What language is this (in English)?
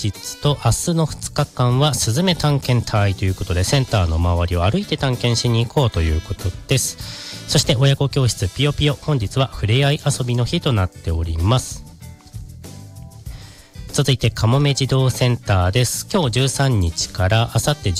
Japanese